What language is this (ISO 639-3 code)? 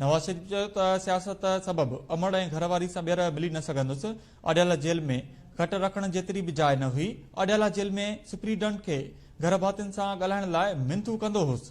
snd